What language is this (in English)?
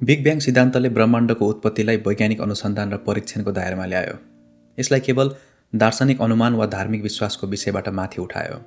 Nepali